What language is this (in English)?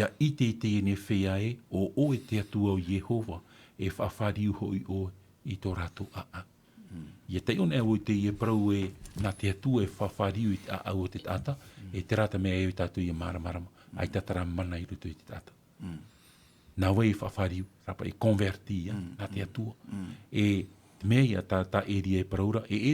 Tahitian